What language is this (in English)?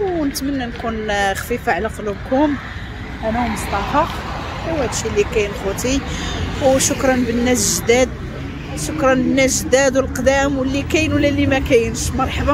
Moroccan Arabic